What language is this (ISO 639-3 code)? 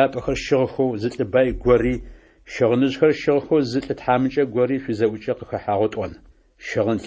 ady